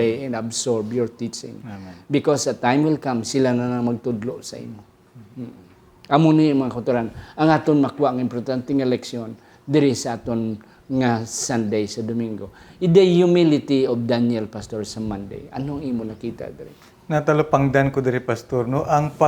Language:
Hiligaynon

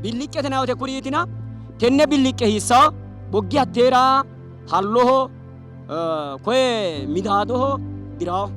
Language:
Sidamo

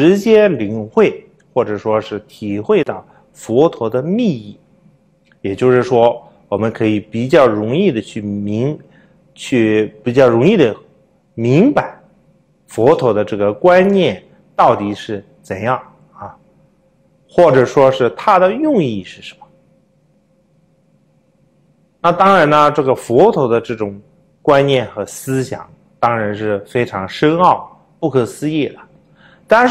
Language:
Chinese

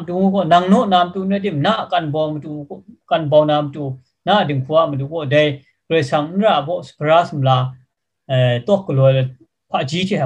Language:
Kachin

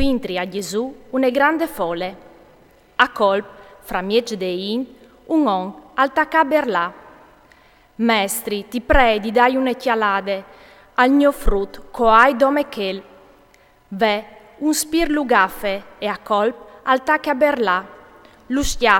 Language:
Friulian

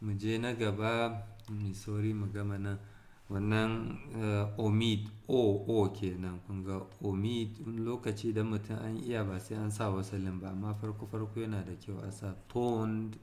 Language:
Hausa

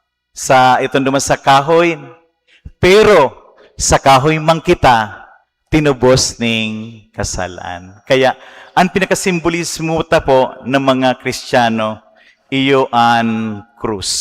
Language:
Bikol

